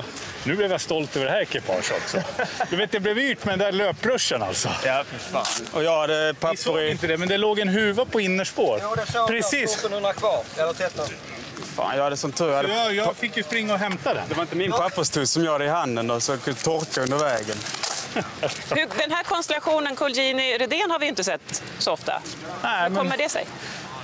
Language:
Swedish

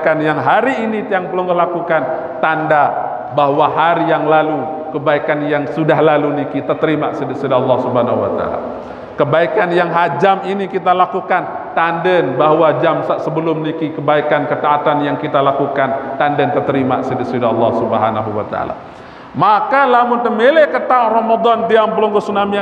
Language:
Sasak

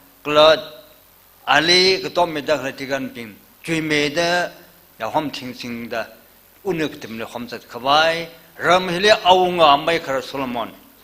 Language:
Tangkhul Naga (India)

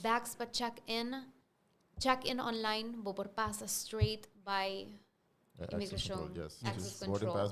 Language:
Papiamento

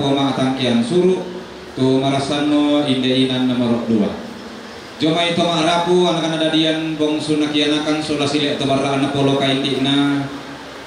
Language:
Toraja-Sa'dan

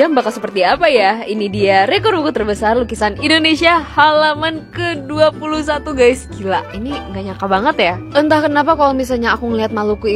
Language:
Indonesian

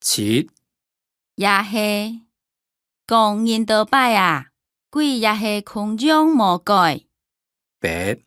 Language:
Hakka Chinese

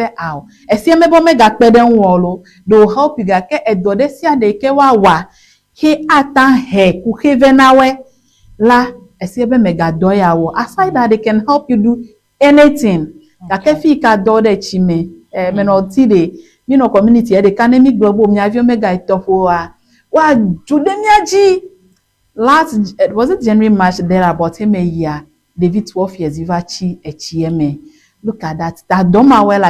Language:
Ewe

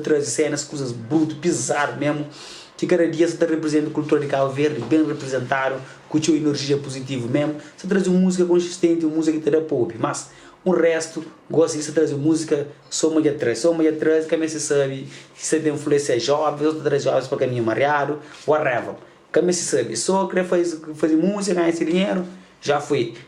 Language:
Kabuverdianu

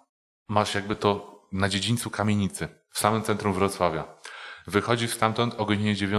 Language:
Polish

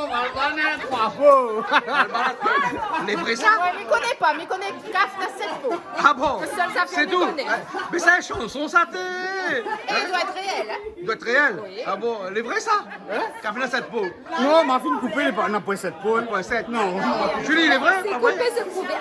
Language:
Réunion Creole French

